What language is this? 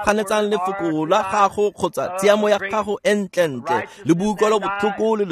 Tswana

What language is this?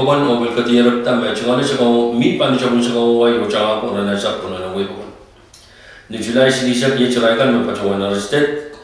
Pohnpeian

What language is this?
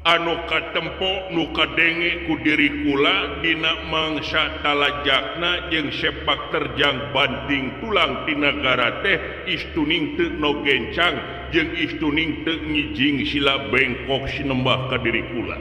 Sundanese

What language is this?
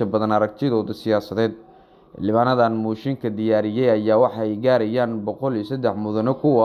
Somali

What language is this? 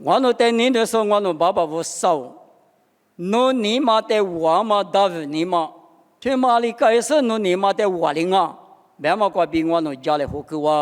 Lisu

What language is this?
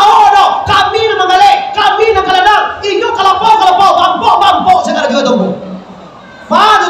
Minangkabau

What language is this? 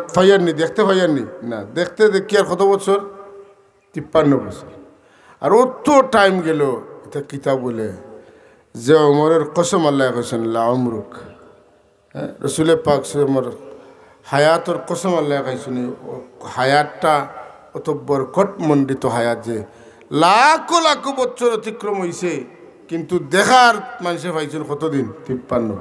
Sylheti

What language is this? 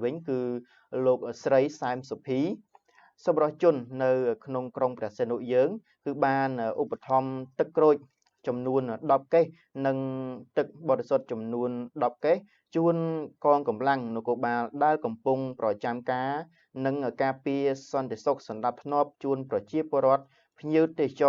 Khmer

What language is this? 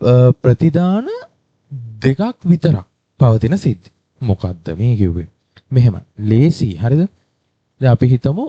Sinhala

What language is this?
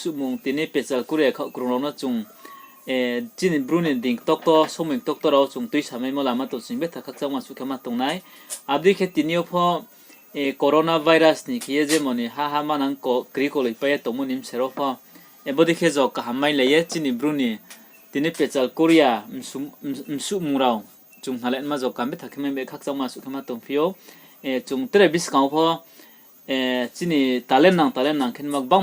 Riang (India)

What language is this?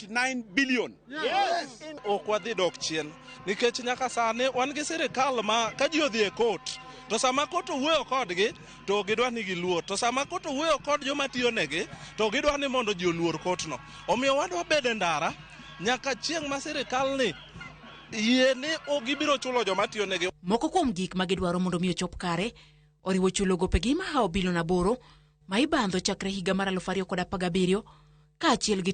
Luo (Kenya and Tanzania)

